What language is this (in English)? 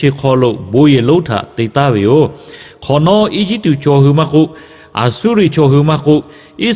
Lahu